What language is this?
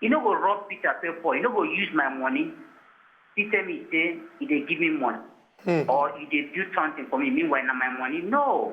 Nigerian Pidgin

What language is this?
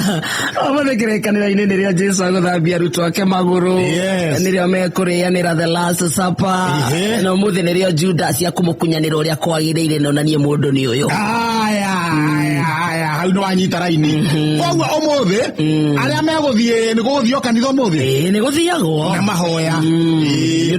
Kikuyu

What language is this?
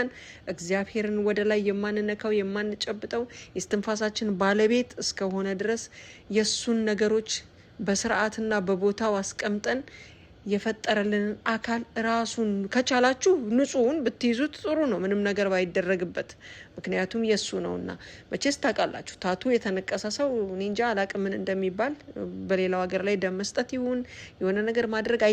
Amharic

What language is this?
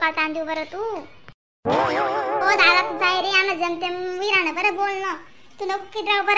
Khandesi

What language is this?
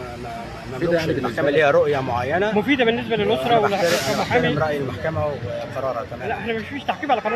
Egyptian Arabic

